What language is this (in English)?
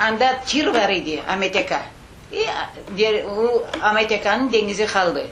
Crimean Tatar